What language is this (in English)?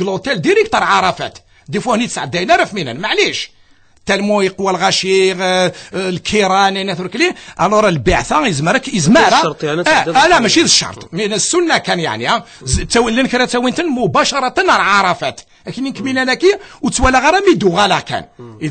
Kabyle